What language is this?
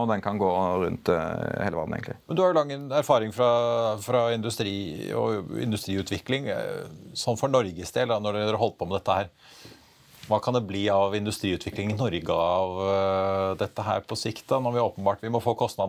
Norwegian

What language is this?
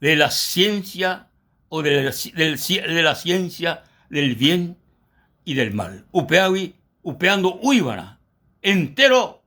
Guarani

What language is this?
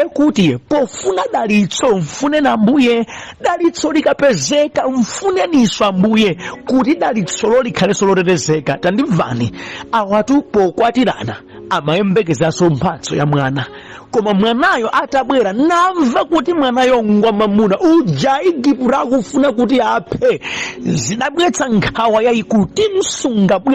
Nyanja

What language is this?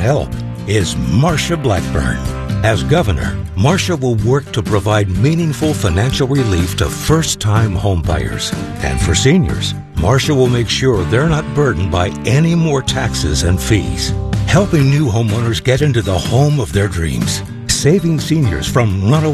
English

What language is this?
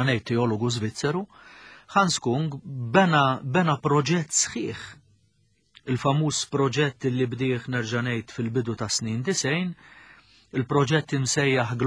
Maltese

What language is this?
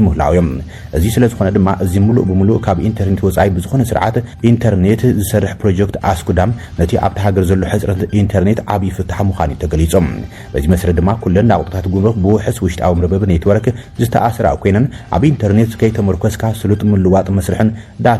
Tigrinya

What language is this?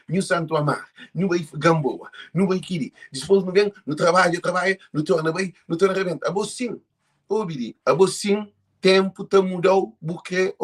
Kabuverdianu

